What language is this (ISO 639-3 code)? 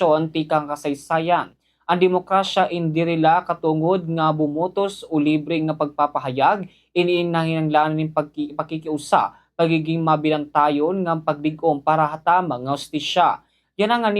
war